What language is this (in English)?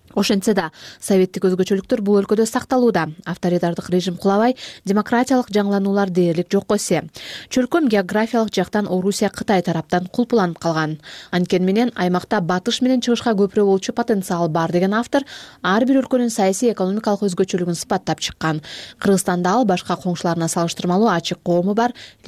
Kyrgyz